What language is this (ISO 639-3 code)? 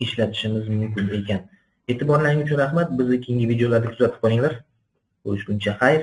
uzb